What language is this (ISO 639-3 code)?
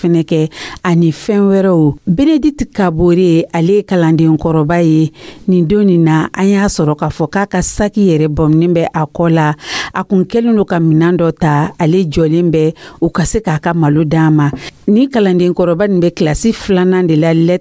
dyu